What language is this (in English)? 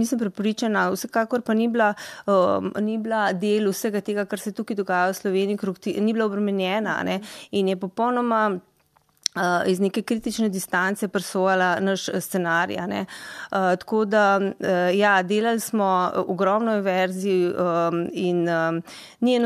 Slovenian